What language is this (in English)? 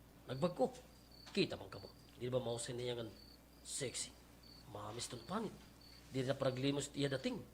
Waray